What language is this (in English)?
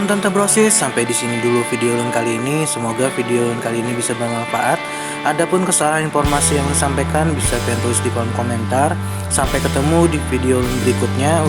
Banjar